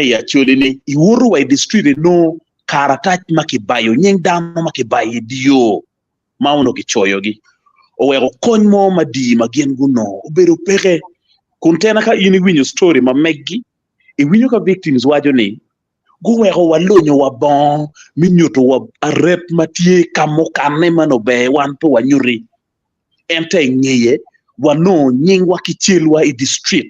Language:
Acoli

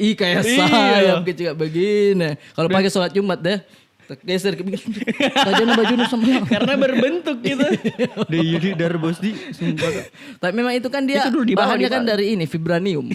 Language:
Makassar Malay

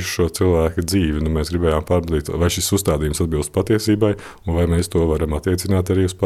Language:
Latvian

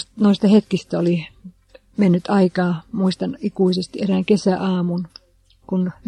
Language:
Finnish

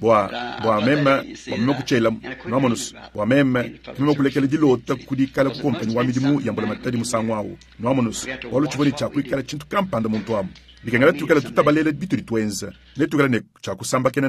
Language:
Luba-Lulua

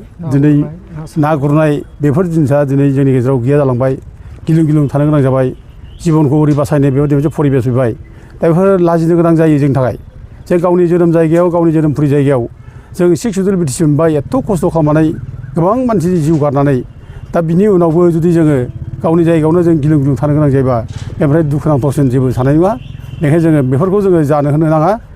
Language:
Bodo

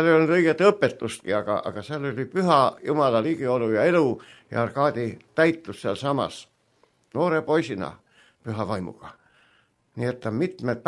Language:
Estonian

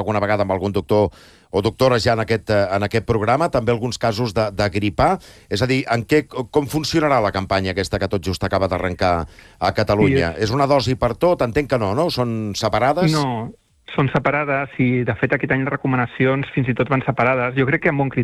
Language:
Catalan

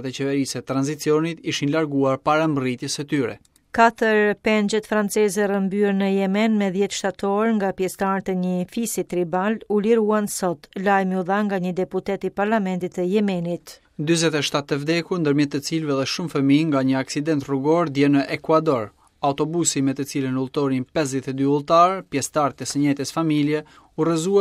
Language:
Albanian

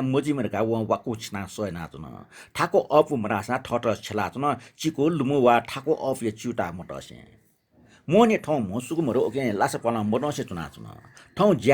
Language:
Newari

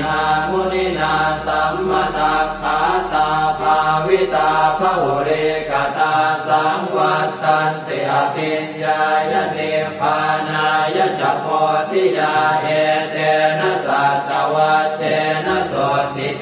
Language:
Pali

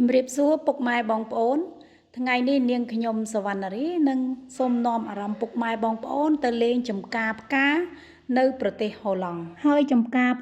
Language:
Khmer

